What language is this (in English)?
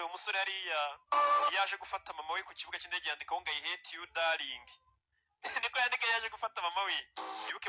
Kinyarwanda